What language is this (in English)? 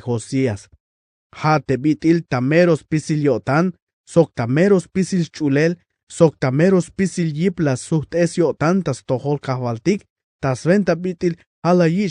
Tzeltal